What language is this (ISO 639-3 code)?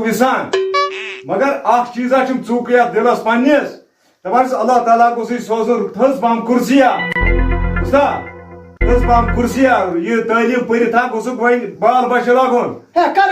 kas